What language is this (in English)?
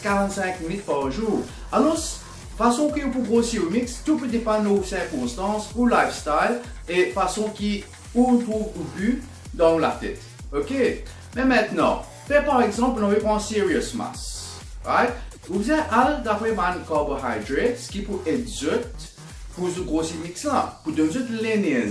Morisyen